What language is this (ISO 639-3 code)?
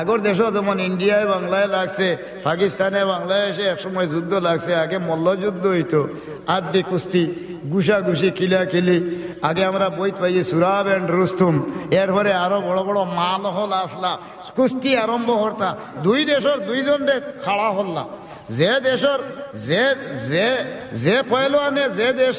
syl